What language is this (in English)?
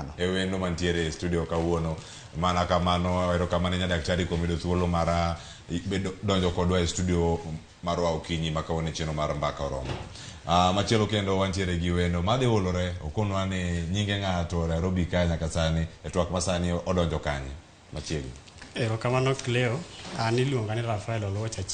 Luo (Kenya and Tanzania)